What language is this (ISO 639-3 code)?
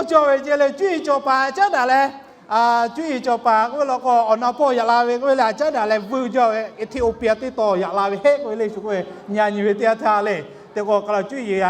lhu